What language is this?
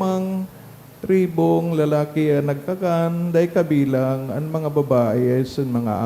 Bikol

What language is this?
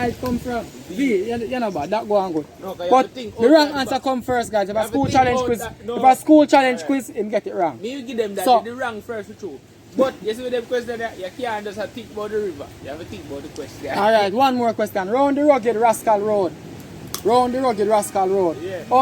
Jamaican Creole English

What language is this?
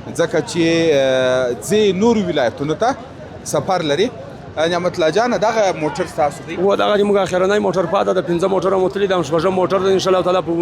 Pashto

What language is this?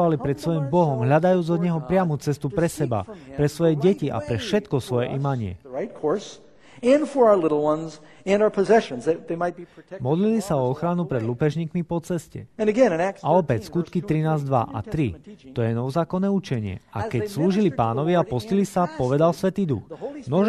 Slovak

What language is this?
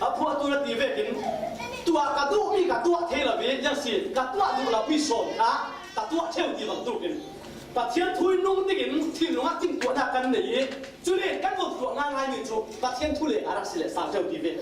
Falam Chin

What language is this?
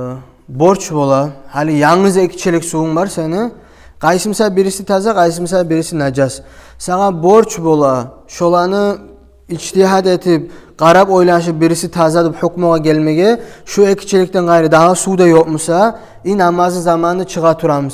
Kumyk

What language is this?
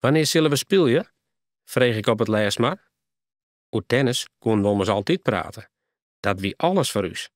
Western Frisian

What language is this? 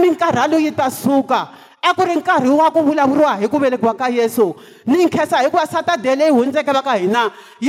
Tsonga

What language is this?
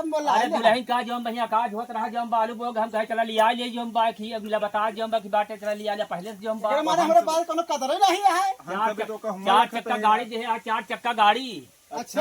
Awadhi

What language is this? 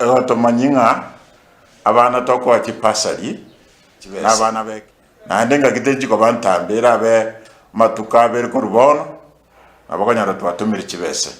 Gusii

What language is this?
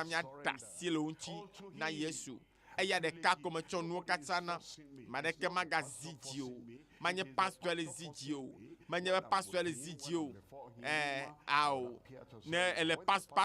Ewe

